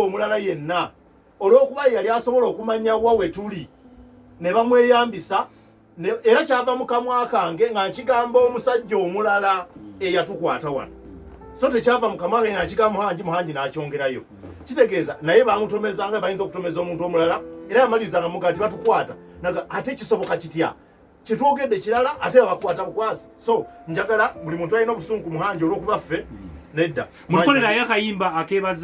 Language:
Ganda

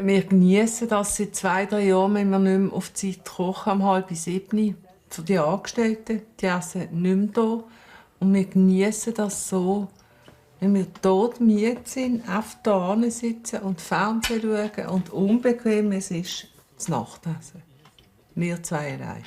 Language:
Swiss German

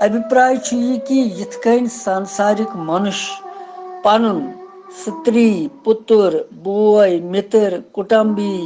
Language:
Kashmiri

